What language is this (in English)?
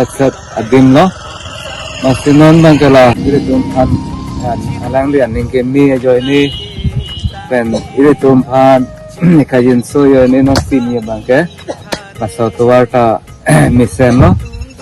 Karbi